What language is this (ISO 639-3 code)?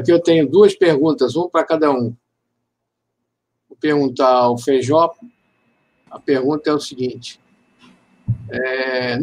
por